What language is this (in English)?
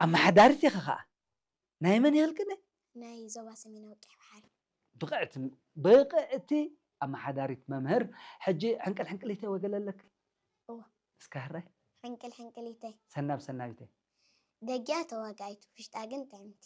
Tigrinya